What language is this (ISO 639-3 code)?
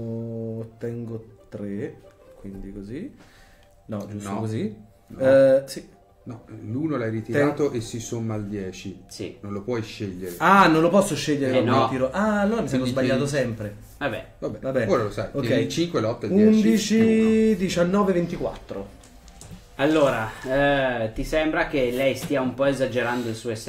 ita